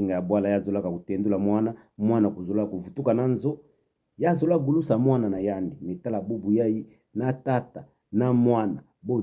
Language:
Kituba (Democratic Republic of Congo)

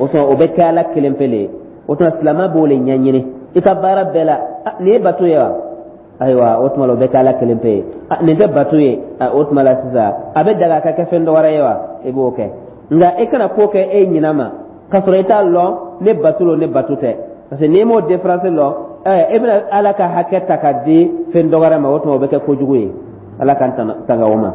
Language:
Dyula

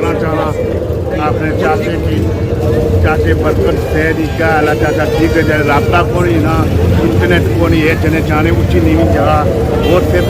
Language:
Pahari-Potwari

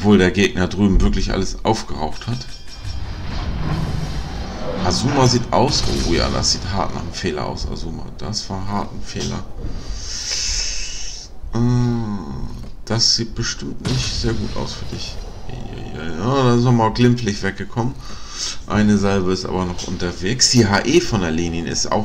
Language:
German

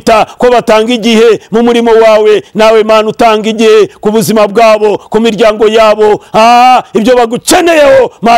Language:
Kinyarwanda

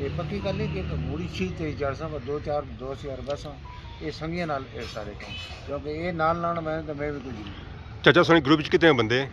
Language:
Pahari-Potwari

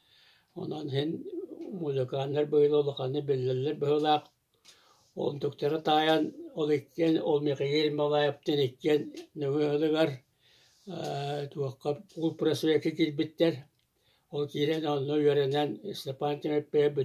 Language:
Yakut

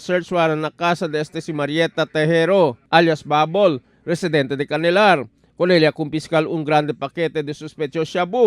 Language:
Chavacano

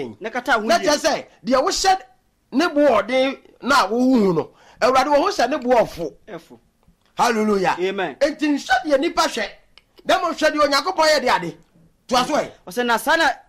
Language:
Akan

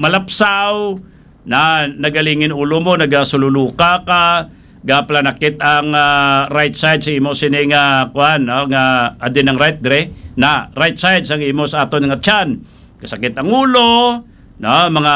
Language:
Hiligaynon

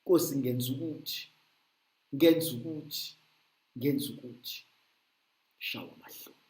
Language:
Zulu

